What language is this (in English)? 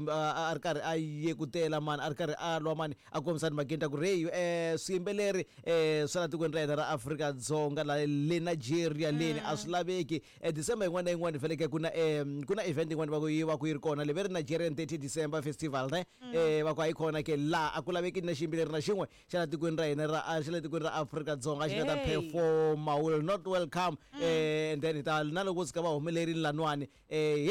Tsonga